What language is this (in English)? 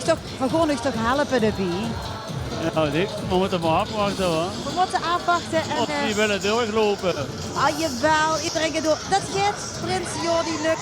Limburgish